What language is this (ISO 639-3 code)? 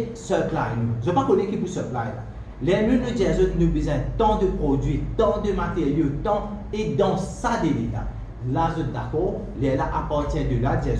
mfe